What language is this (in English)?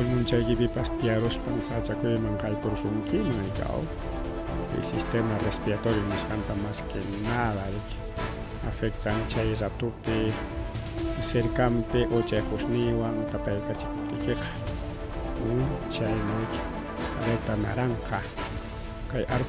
Ayacucho Quechua